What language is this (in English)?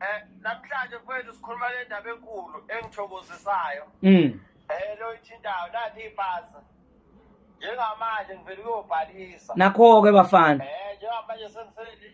Zulu